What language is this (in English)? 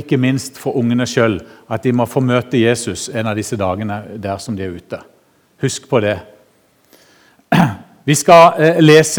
Norwegian